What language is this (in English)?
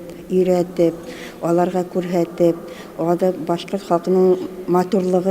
Bashkir